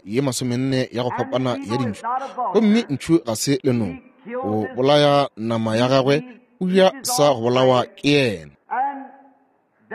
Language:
Northern Sotho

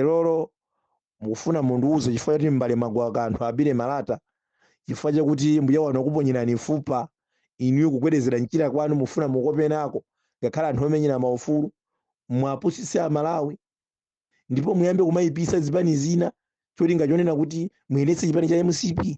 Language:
Nyanja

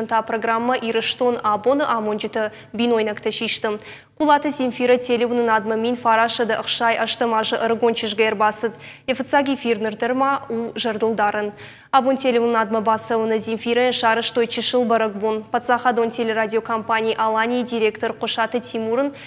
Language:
Ossetic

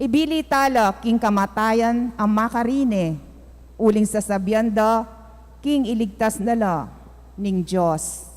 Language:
Pampanga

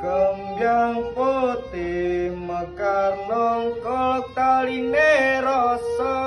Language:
Javanese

